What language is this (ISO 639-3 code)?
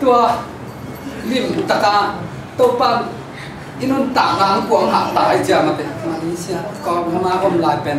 ctd